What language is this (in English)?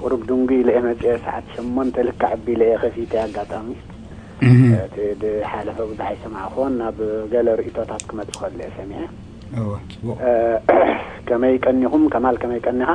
Tigrinya